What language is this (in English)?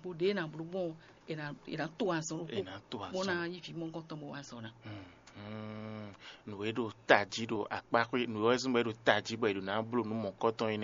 Fon